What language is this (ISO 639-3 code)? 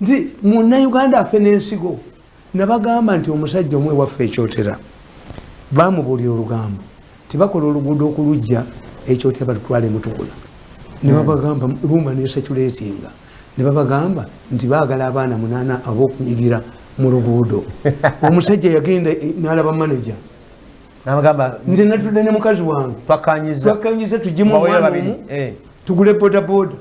lug